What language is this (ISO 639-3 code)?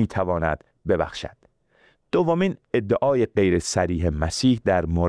fas